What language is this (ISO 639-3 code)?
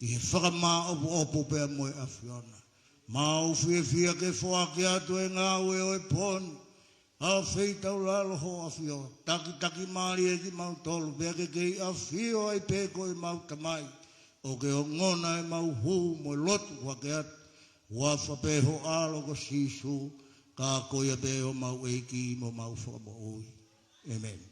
ton